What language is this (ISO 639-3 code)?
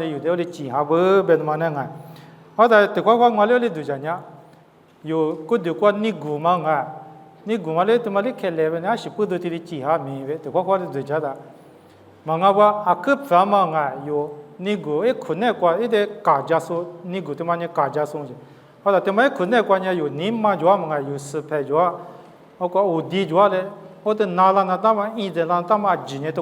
lis